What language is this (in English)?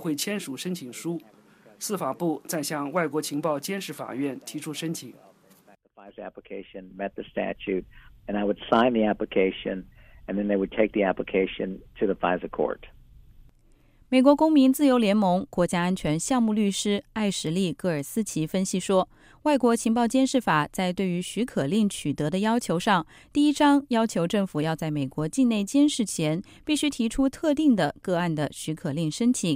Chinese